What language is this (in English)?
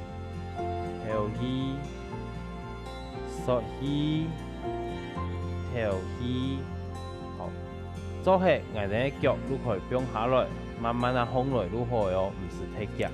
Hakka Chinese